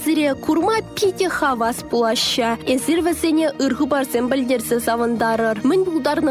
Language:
Chuvash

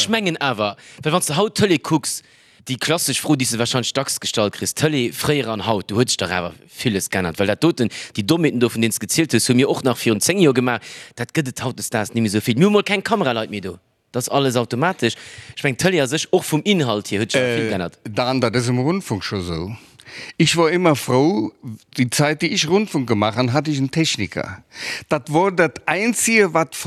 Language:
Luxembourgish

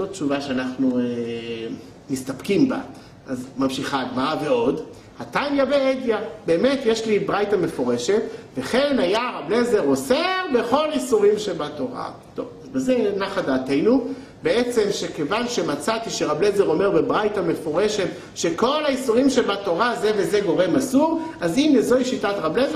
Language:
Hebrew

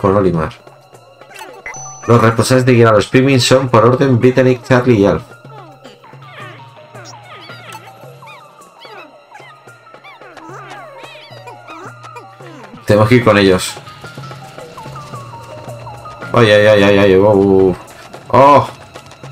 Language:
Spanish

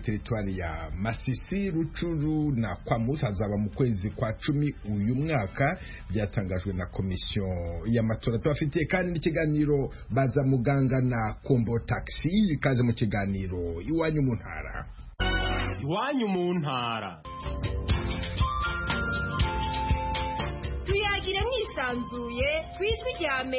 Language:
Kinyarwanda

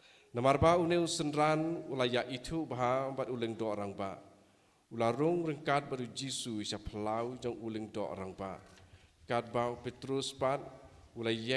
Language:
Khasi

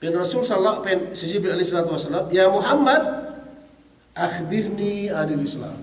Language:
Yakan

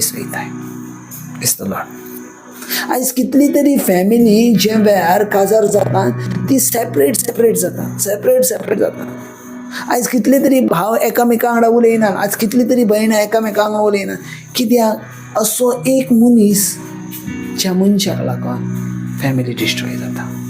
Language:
Konkani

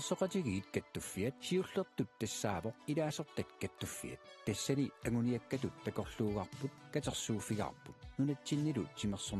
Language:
Kalaallisut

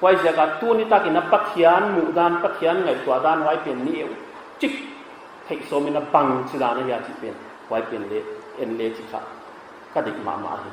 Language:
Paite Chin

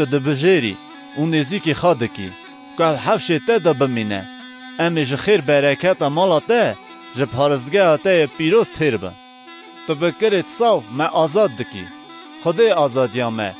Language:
Kurdish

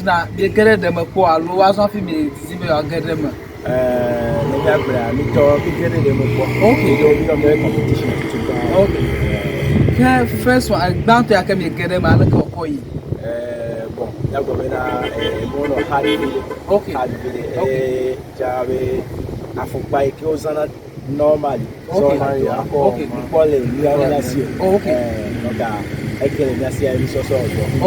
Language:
Ewe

